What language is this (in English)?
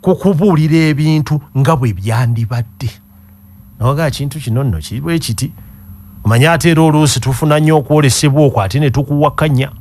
Ganda